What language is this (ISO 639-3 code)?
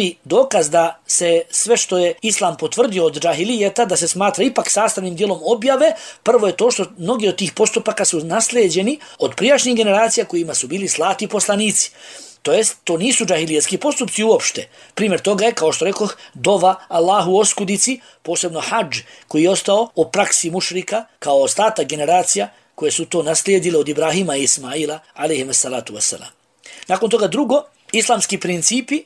bos